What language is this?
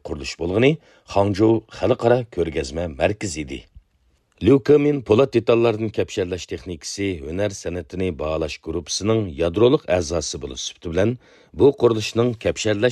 Uyghur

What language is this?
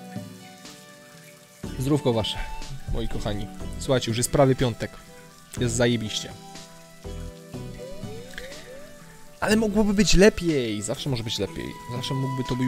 Polish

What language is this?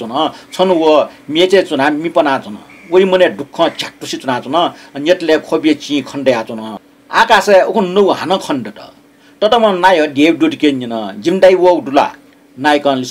Newari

